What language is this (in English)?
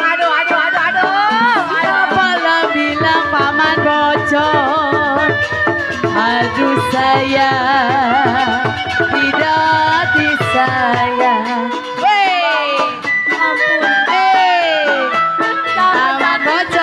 Betawi